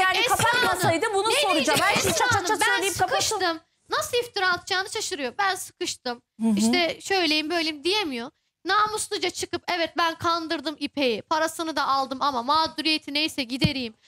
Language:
Turkish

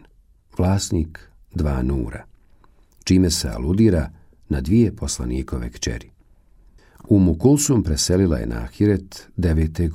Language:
Bosnian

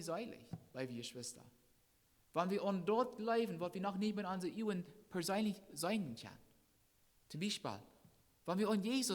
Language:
Plautdietsch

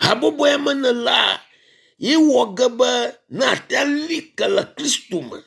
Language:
Ewe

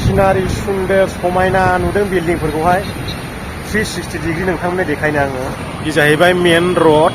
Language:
Bodo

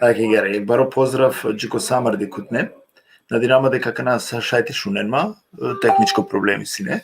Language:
Balkan Romani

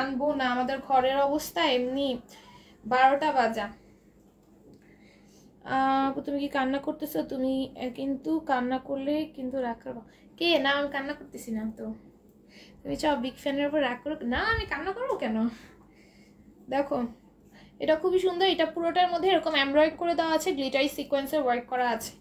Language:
Bangla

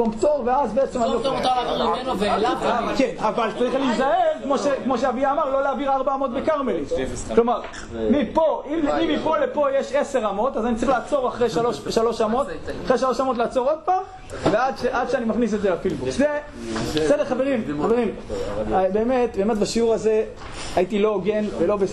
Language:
Hebrew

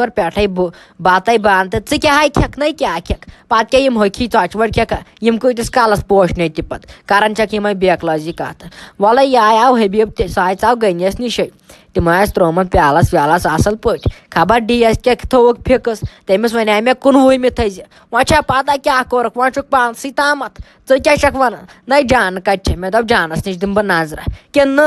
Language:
Kashmiri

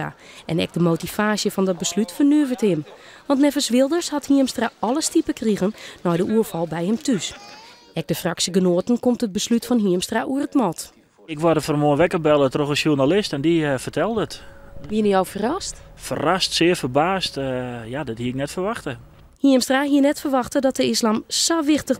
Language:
Western Frisian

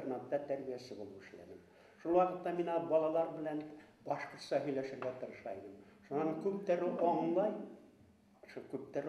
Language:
Bashkir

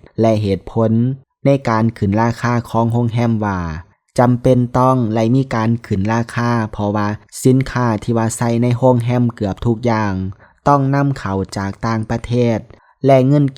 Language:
Lao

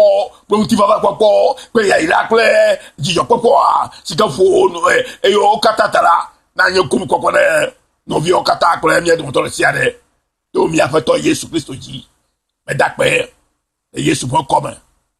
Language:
Ewe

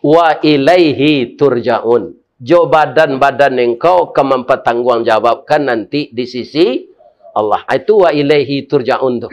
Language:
Minangkabau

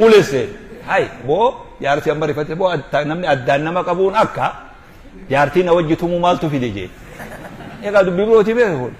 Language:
Oromo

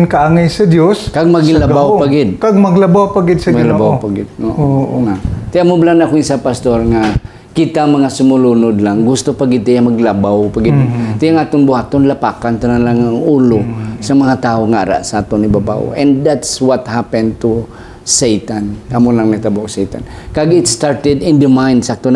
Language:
Hiligaynon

